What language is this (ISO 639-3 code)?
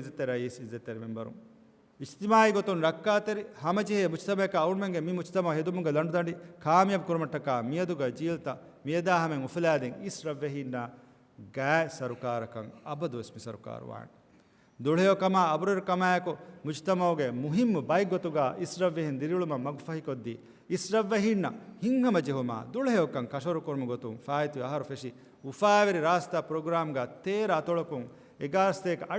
div